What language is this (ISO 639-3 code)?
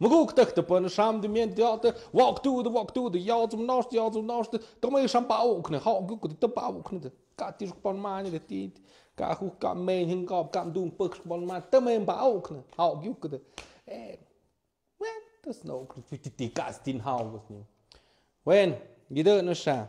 mxp